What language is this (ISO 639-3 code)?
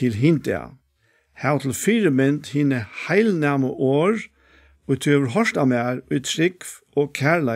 fao